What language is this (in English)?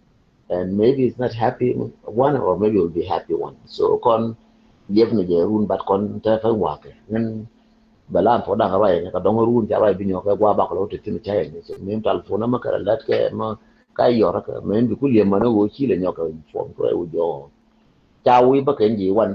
Nuer